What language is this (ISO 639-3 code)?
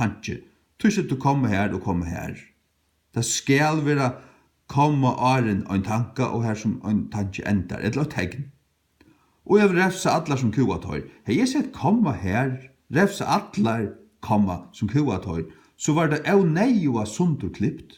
fao